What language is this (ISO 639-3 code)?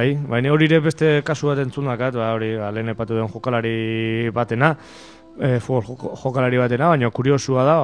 eus